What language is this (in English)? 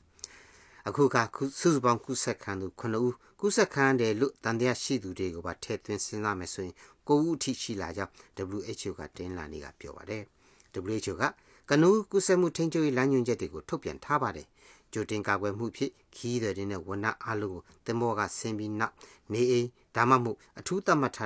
Burmese